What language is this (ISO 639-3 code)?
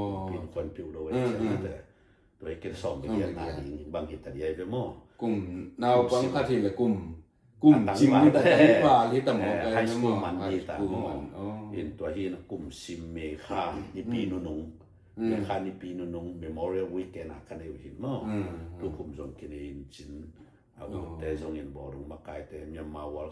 ctd